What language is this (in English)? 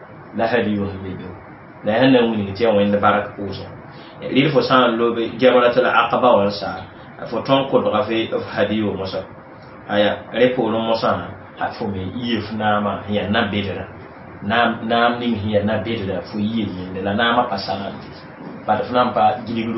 Mossi